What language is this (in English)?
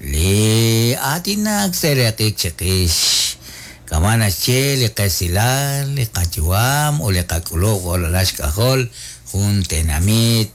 Kekchí